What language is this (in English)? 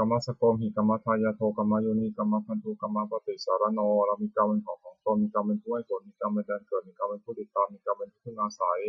Pali